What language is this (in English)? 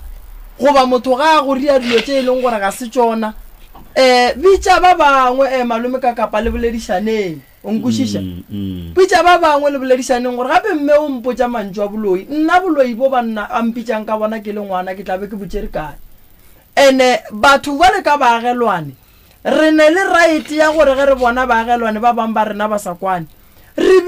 Northern Sotho